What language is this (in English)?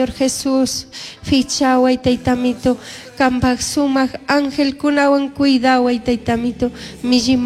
Chimborazo Highland Quichua